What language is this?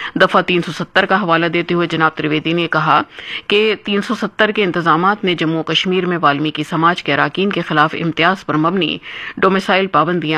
Urdu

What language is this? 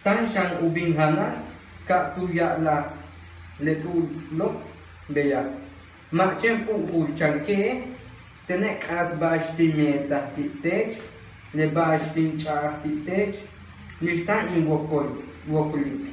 Yucateco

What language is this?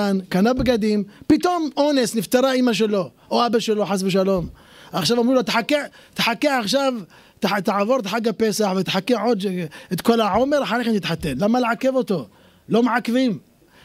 Hebrew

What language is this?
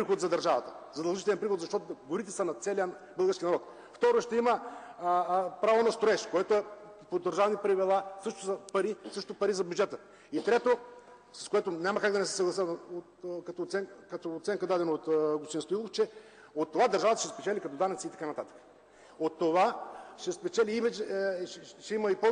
Bulgarian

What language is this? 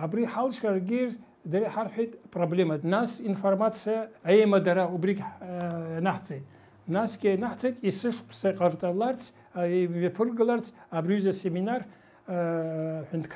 Abkhazian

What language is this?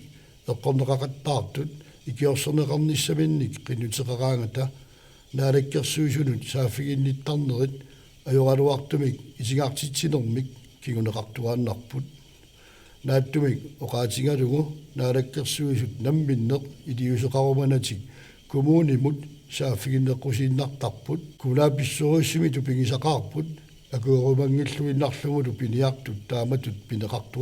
Kalaallisut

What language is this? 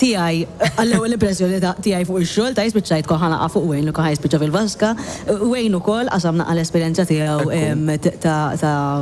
Maltese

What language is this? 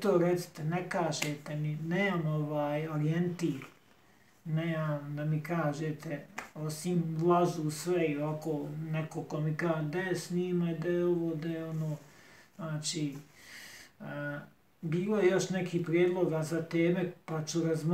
Bosnian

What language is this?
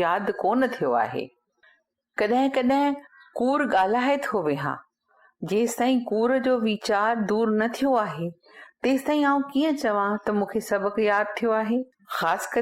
Sindhi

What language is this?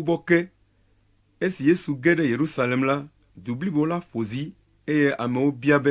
Ewe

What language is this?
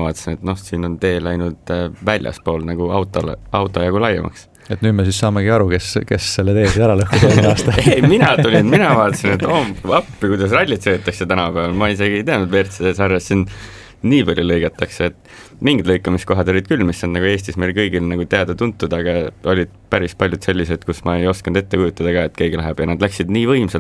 Estonian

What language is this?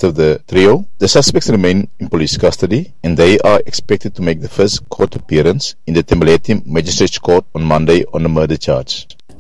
Xhosa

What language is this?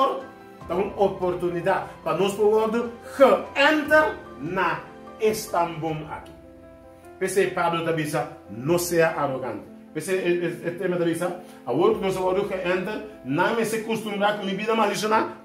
Papiamento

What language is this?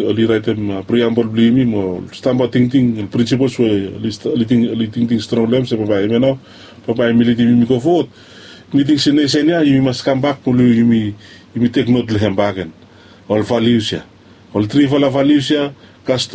Bislama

